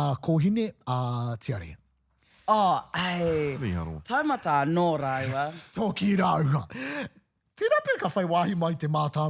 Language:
Māori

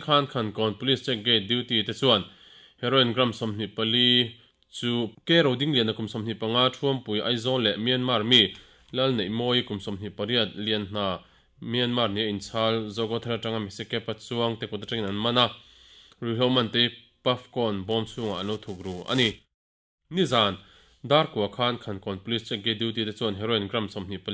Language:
Mizo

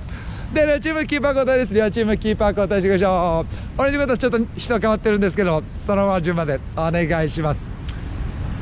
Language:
Japanese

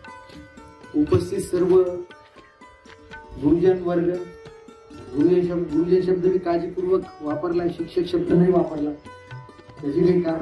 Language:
Marathi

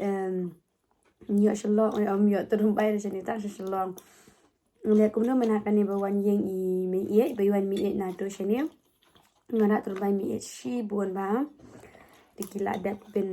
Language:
Khasi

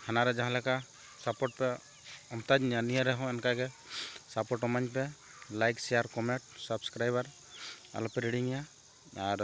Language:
Santali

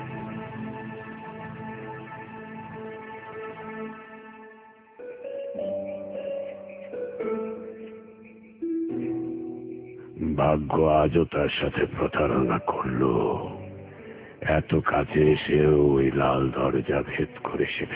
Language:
Bangla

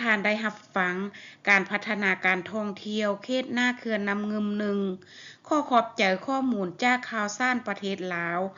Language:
Lao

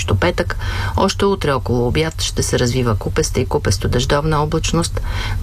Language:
Bulgarian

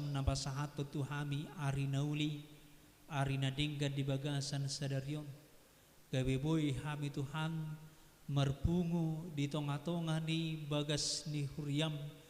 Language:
Batak Toba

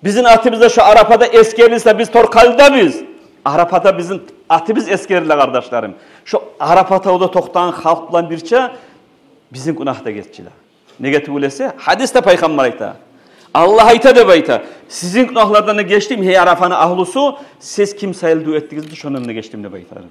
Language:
Kumyk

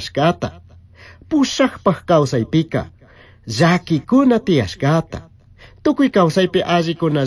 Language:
Chimborazo Highland Quichua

